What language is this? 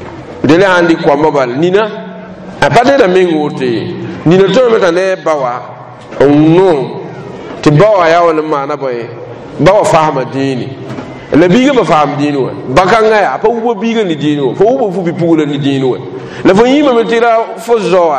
Mossi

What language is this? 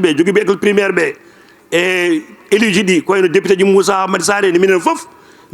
Fula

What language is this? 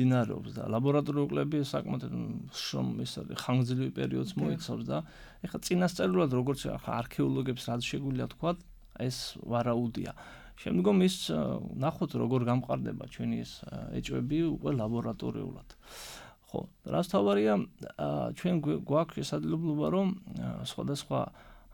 Georgian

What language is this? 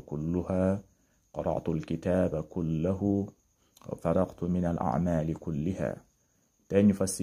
Wolof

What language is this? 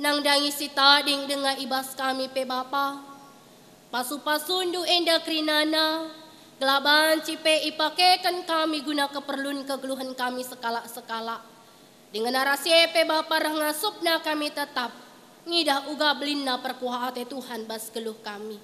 Batak Karo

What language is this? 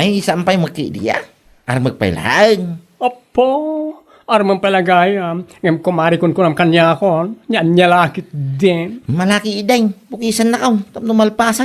Iloko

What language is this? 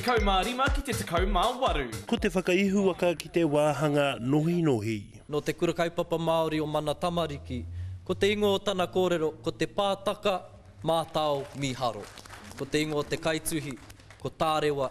Māori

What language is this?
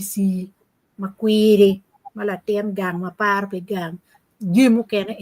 Acoli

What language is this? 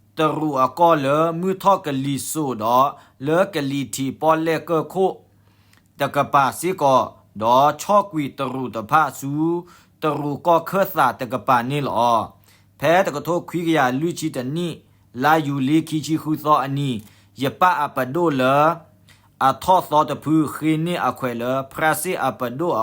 S'gaw Karen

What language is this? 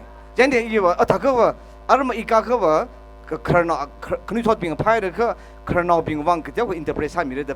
Tangkhul Naga (India)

